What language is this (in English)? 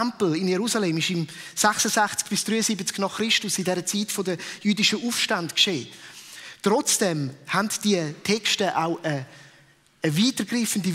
Swiss German